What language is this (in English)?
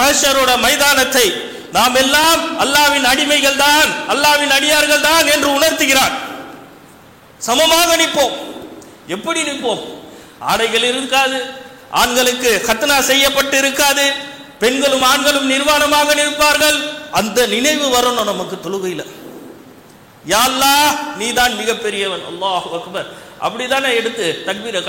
Tamil